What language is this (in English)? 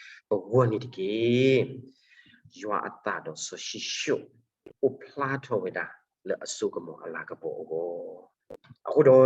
S'gaw Karen